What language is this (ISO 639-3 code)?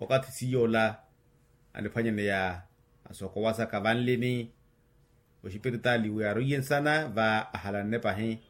vmw